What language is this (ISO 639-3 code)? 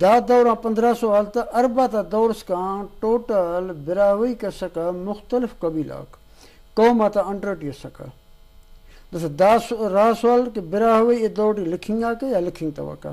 brh